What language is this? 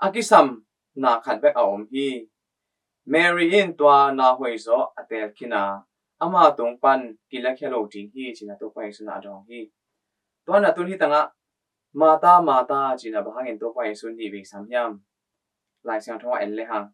Tedim Chin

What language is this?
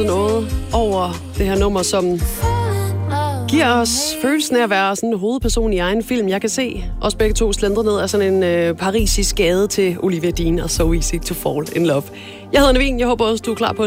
Danish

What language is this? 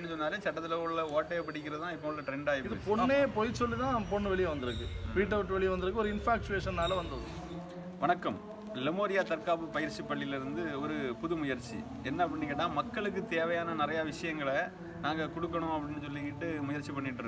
Tamil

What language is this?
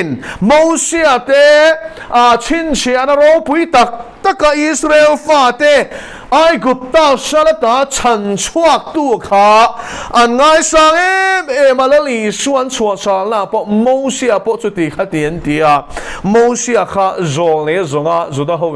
Mizo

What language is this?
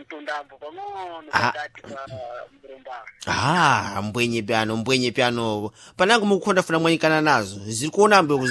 Sena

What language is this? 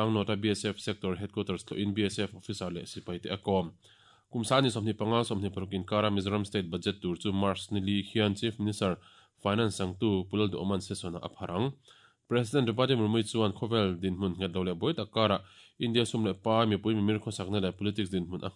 Mizo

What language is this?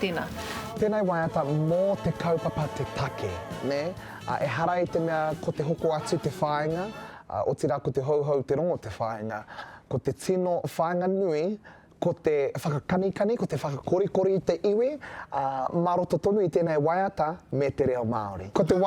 Māori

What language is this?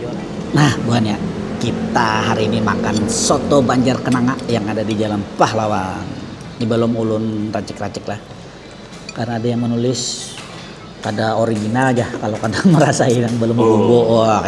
Banjar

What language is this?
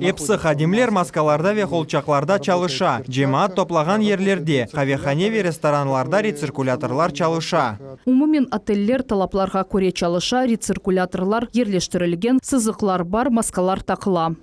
Crimean Tatar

